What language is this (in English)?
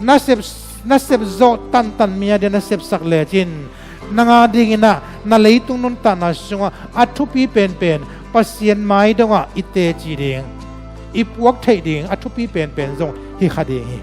Tedim Chin